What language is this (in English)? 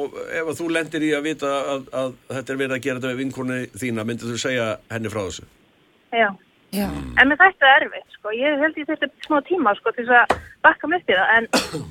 Icelandic